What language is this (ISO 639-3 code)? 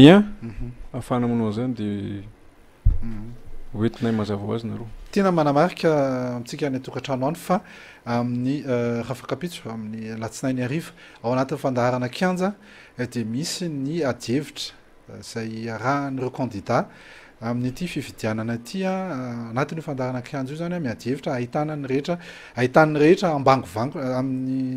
mlg